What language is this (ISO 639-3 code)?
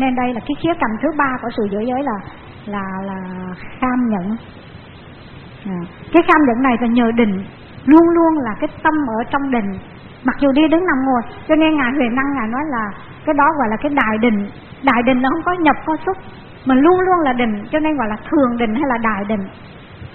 vie